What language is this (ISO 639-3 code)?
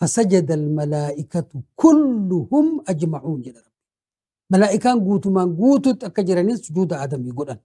orm